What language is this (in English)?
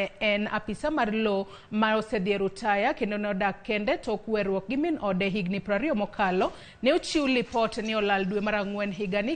Luo (Kenya and Tanzania)